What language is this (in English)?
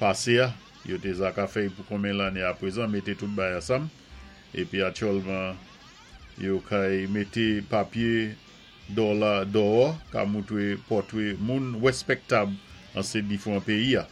Saint Lucian Creole French